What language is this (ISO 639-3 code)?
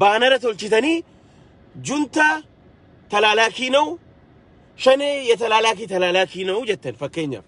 orm